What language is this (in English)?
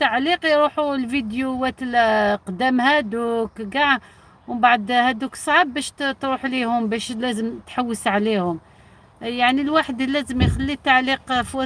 Algerian Arabic